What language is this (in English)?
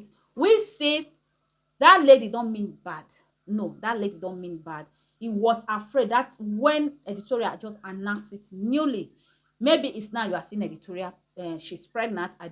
Nigerian Pidgin